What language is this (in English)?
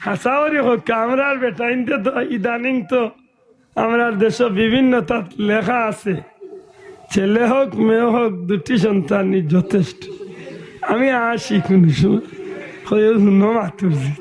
Sylheti